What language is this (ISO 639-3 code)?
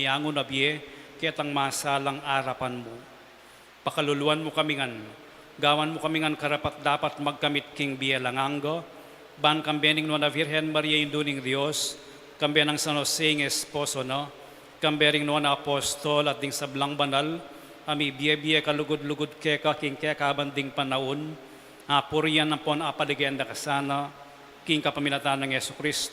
pam